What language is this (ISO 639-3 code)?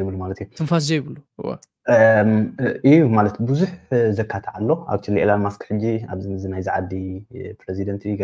tir